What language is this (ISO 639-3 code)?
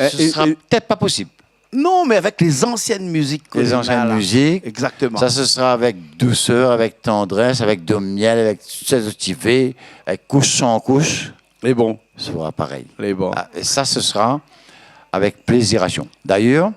rcf